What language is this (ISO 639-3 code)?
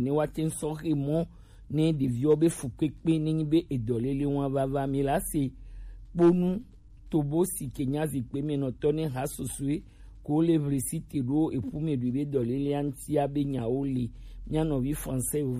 gej